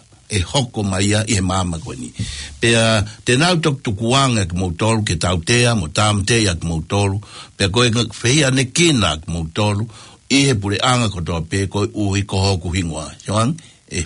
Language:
Tongan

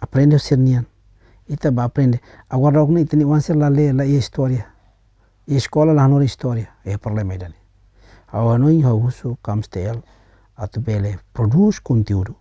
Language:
Tetum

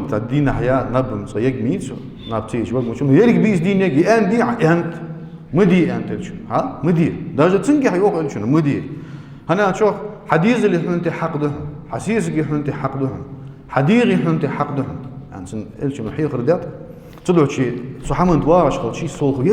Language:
Ingush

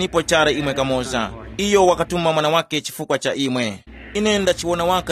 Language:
Tumbuka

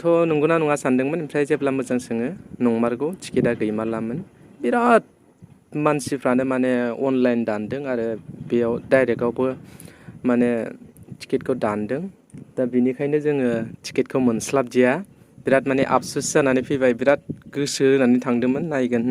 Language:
Bodo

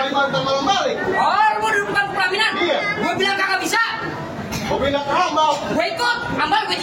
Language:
Betawi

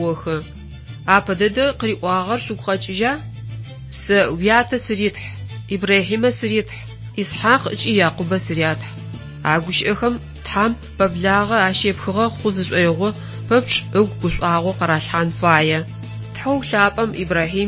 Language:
Adyghe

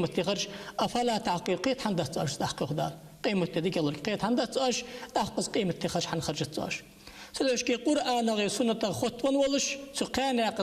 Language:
Ingush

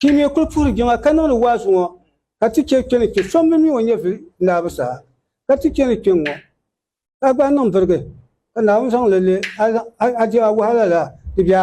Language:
Dagbani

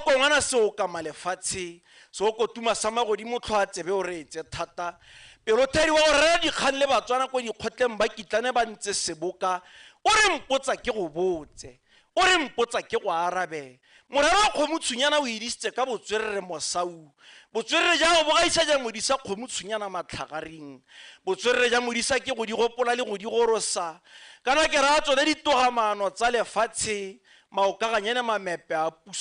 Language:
Tswana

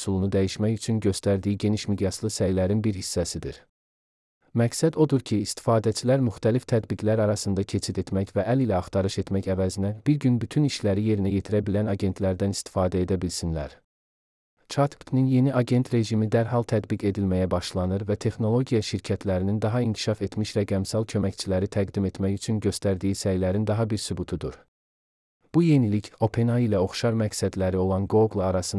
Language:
Azerbaijani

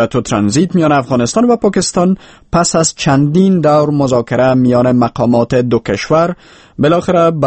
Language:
Persian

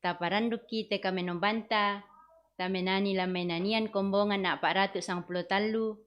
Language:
Toraja-Sa'dan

